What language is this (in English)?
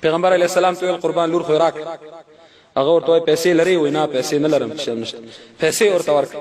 Pashto